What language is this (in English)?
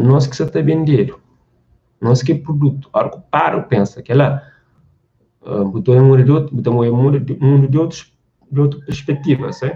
Kabuverdianu